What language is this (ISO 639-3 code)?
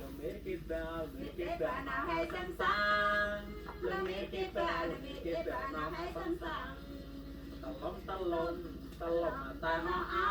cmo